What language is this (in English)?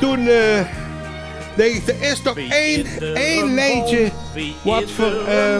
Limburgish